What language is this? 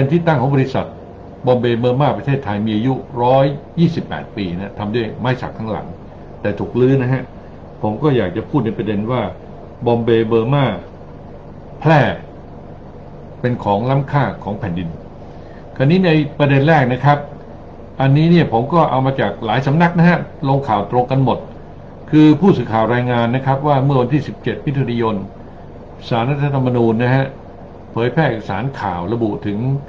Thai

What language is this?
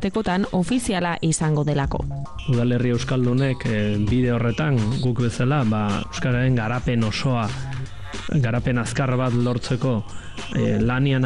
Basque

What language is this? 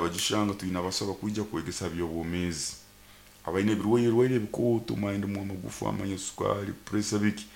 Nyoro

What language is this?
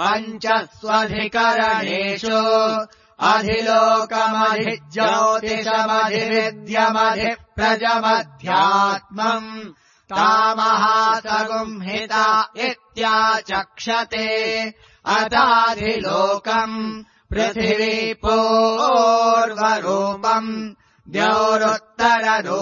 Sanskrit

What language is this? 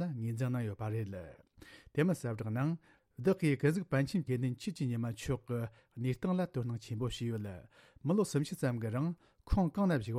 Tibetan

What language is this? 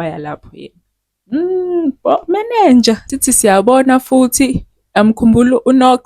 Zulu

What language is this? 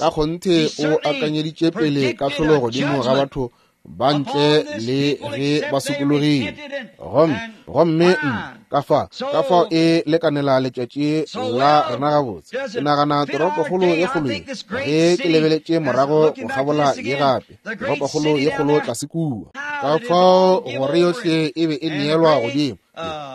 Northern Sotho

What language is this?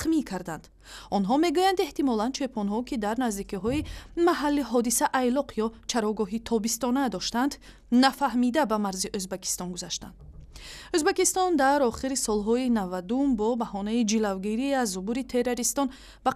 Tajik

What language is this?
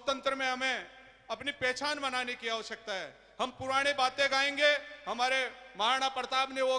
Hindi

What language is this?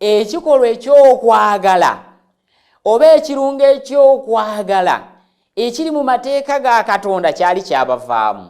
Ganda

